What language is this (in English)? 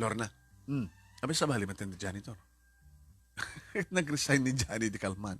Iloko